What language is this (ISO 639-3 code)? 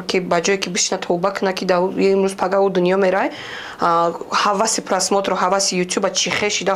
tgk